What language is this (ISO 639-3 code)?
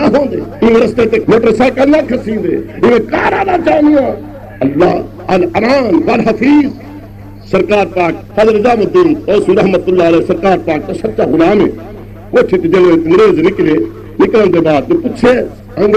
skr